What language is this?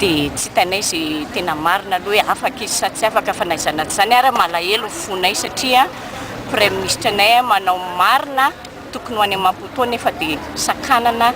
Malagasy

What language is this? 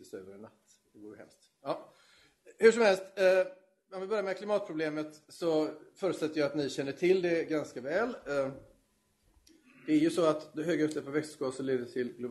Swedish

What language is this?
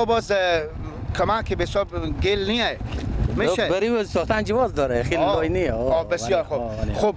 Persian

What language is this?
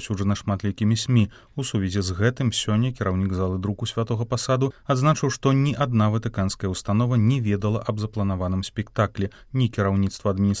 Belarusian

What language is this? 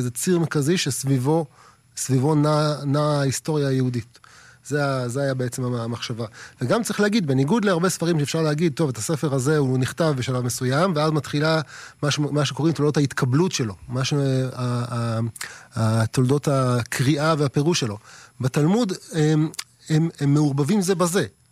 Hebrew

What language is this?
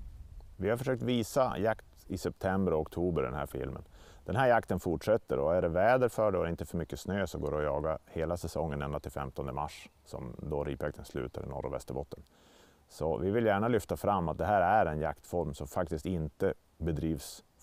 Swedish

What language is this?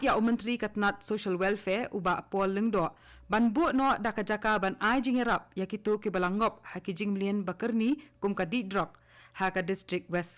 Khasi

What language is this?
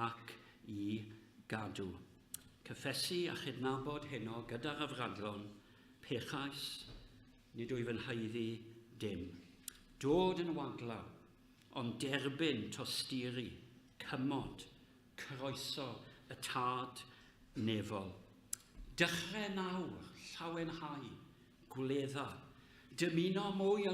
Welsh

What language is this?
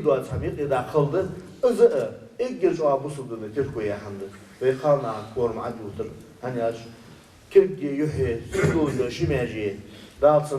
Ingush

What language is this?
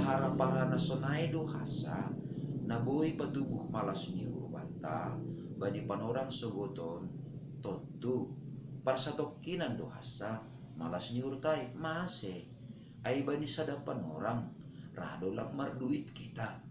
Batak Simalungun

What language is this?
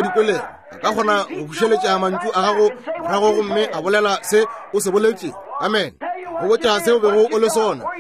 Northern Sotho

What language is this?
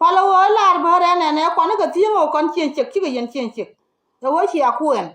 Nuer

